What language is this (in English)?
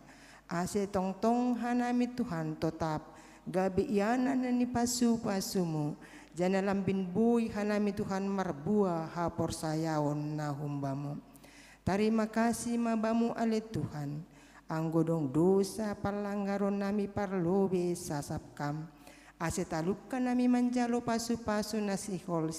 Batak Simalungun